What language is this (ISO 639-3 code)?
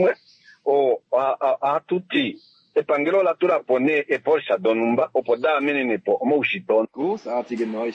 kua